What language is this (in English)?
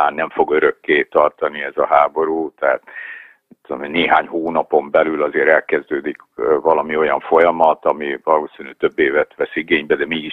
Hungarian